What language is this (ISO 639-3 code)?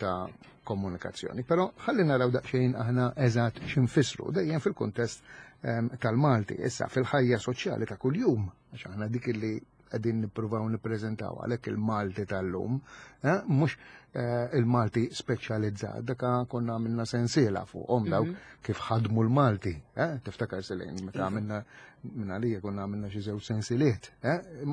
mlt